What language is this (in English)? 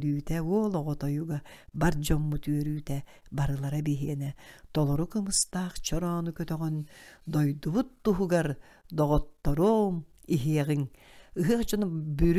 Yakut